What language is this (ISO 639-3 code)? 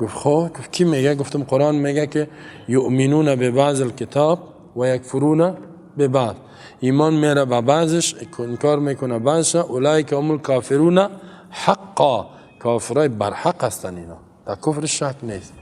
fas